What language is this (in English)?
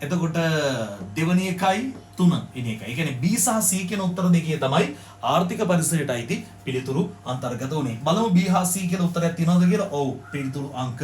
Sinhala